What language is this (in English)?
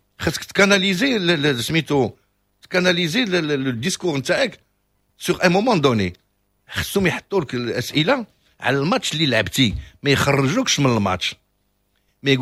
Moroccan Arabic